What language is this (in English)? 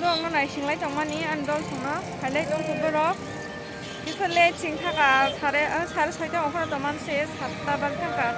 Kok Borok